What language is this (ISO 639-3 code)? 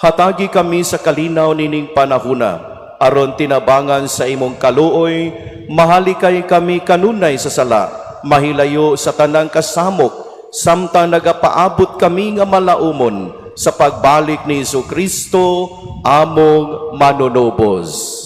ceb